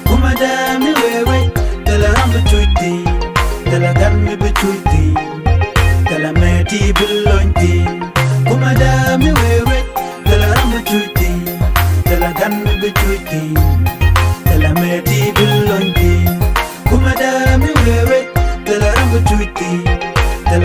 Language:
Nuer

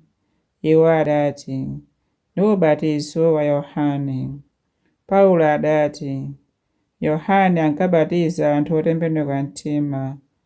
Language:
Nyanja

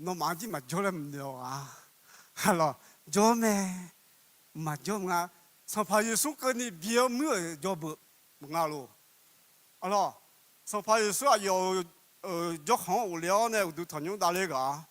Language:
Akha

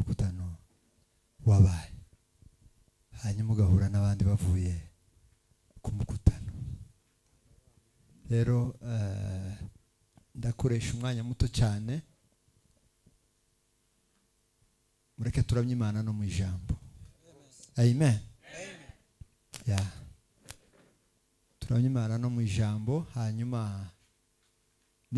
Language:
Kinyarwanda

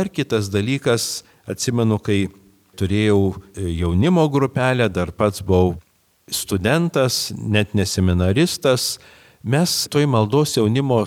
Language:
Lithuanian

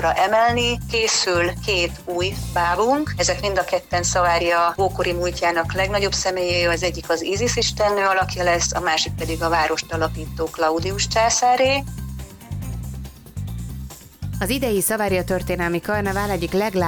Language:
Hungarian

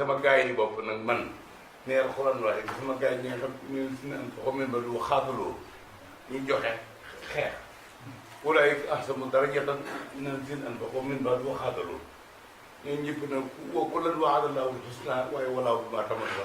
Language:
Wolof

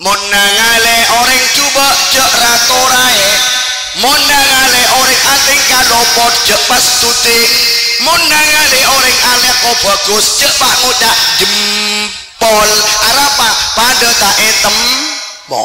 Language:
Madurese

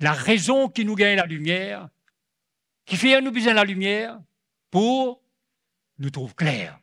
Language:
Morisyen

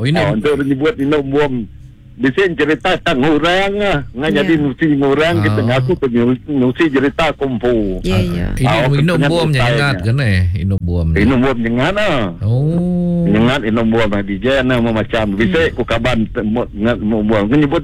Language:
Iban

